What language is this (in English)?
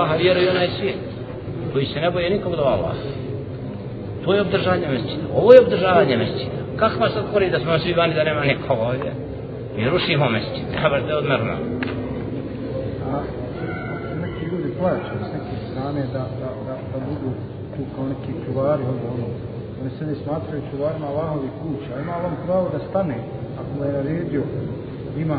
Bosnian